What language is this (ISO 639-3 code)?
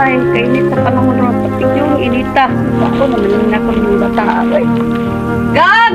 ceb